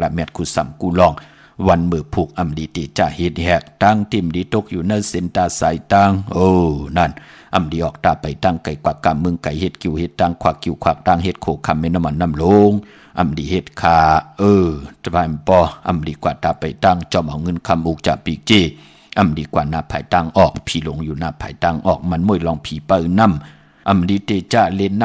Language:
Shan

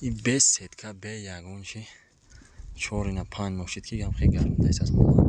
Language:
Tajik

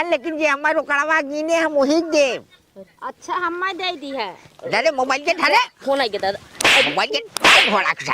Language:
Bhojpuri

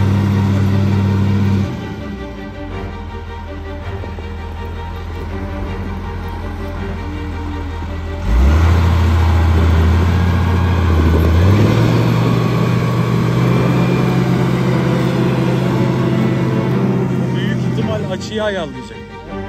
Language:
Turkish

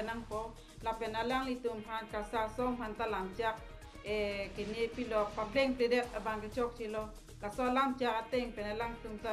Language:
Karbi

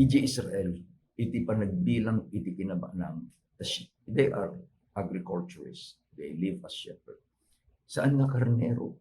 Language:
Iloko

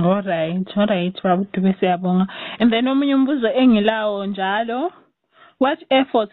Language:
North Ndebele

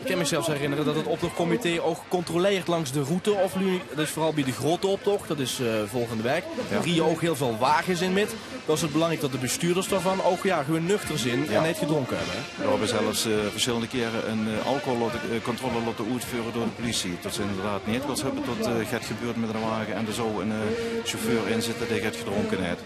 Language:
Limburgish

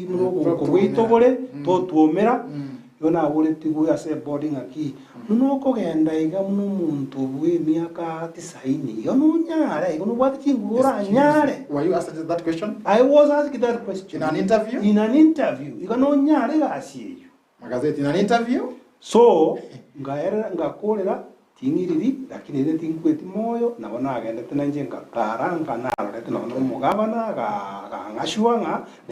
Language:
Gusii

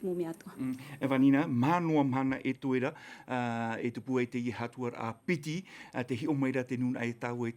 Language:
Tahitian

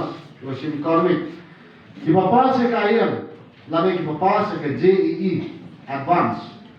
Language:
Khasi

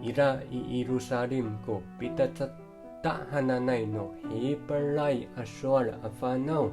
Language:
Amis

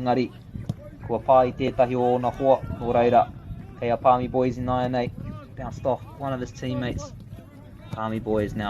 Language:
Māori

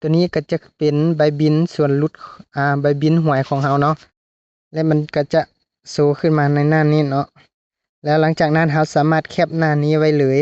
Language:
Lao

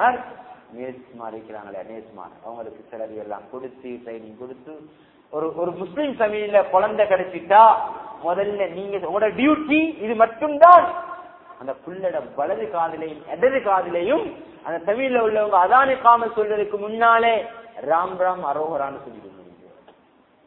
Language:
Tamil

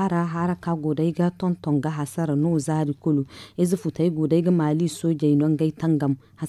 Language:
Zarma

